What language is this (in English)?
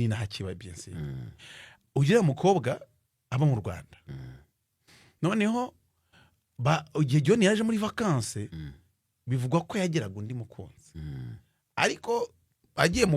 Kinyarwanda